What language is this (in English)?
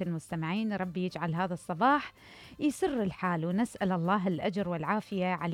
Mesopotamian Arabic